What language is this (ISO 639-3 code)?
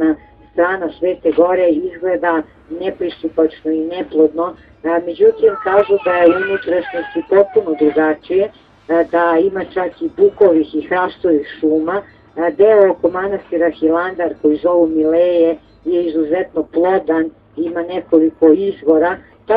srp